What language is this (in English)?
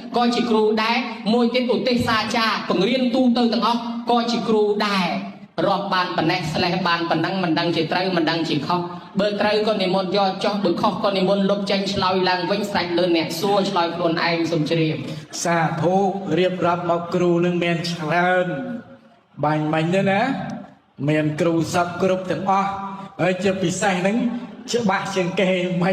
Khmer